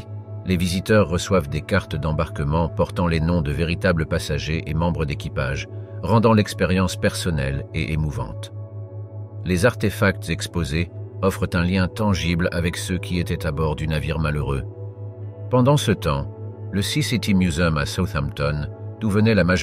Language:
French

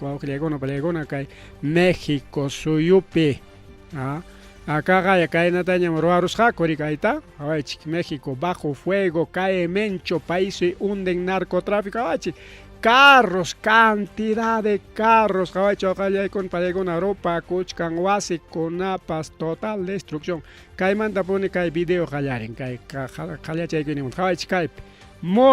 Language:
Ayacucho Quechua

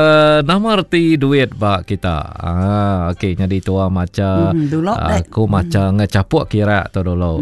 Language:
Iban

